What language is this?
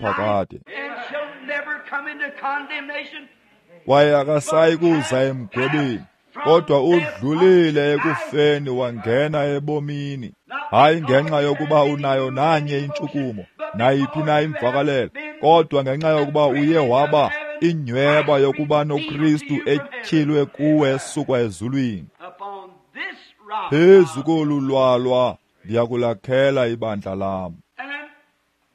Xhosa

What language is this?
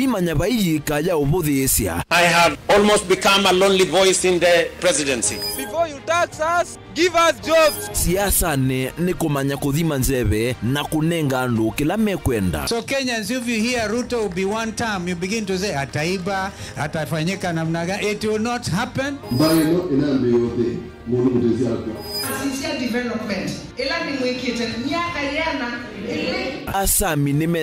Kamba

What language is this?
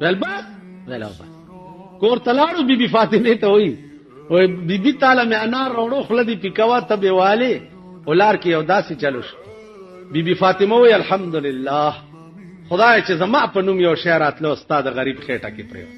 Pashto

